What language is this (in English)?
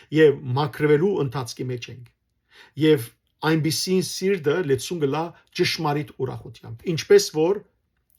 Western Armenian